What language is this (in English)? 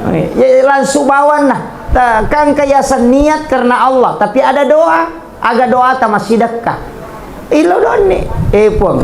Buginese